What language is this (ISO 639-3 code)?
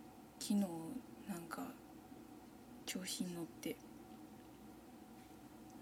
jpn